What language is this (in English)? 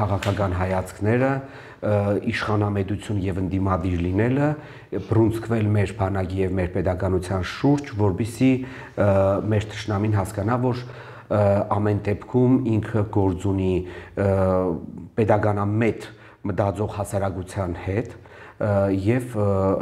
Armenian